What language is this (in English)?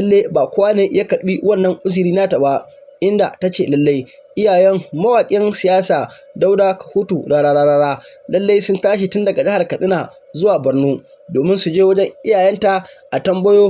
Hausa